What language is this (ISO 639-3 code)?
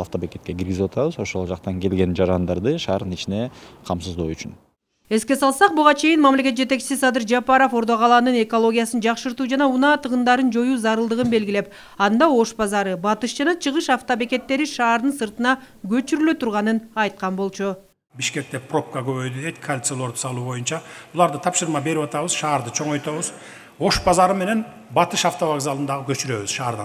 kir